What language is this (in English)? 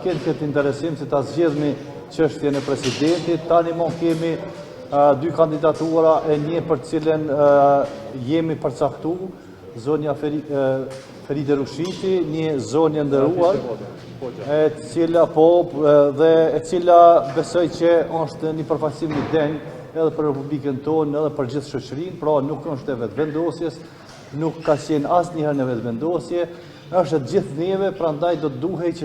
Albanian